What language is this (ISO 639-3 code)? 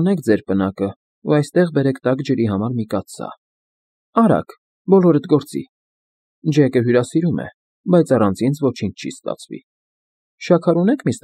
hye